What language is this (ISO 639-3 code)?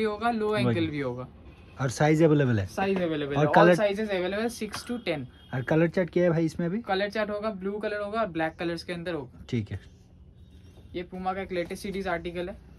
hin